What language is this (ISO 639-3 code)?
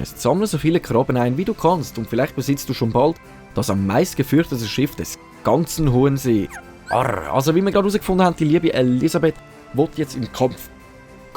gsw